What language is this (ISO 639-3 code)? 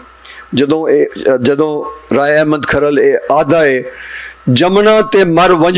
lah